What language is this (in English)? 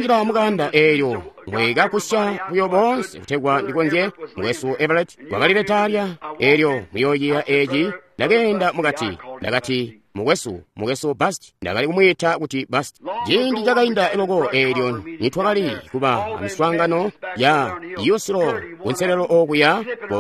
Tonga (Zambia)